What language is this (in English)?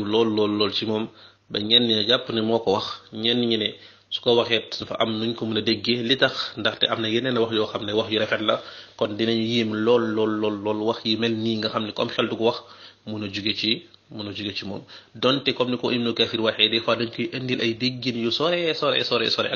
Wolof